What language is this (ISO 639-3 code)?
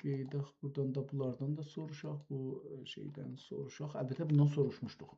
azb